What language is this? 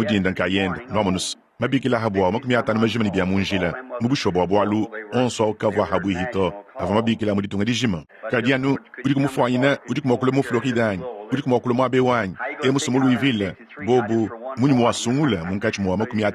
Luba-Lulua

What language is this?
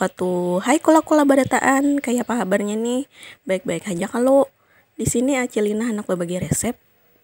Banjar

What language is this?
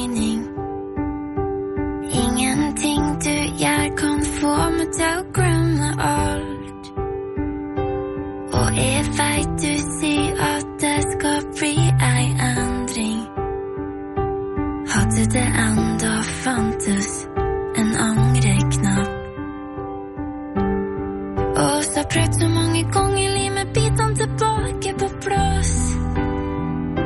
Norwegian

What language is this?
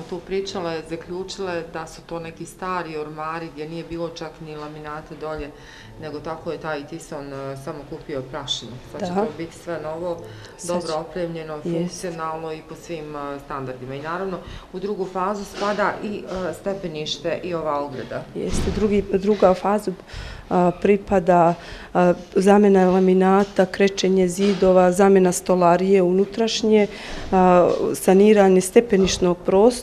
Bosnian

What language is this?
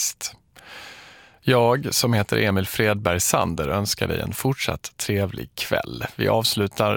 Swedish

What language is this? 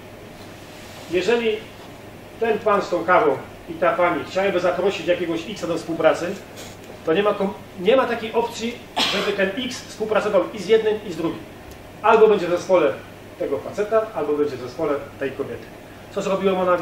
Polish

